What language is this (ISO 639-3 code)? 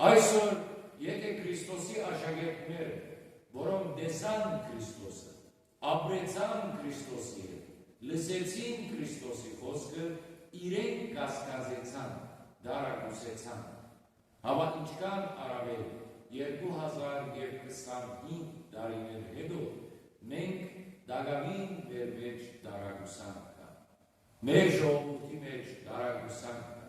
hyw